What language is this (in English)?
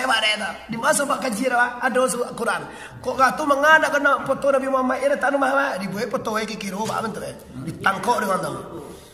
Minangkabau